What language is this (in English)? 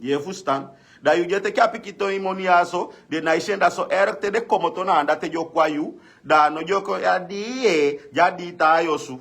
Sranan Tongo